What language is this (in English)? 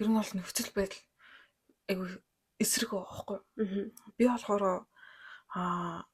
Mongolian